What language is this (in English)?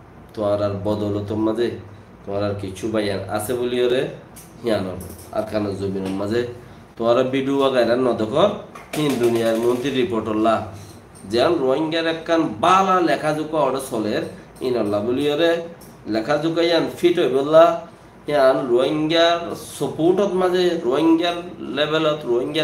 Rohingya